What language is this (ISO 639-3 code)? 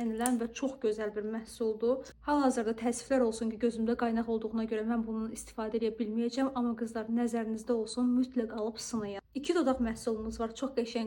aze